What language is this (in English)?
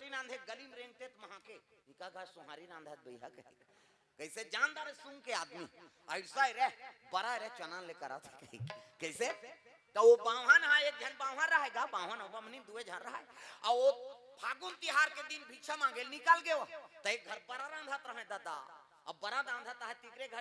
Chhattisgarhi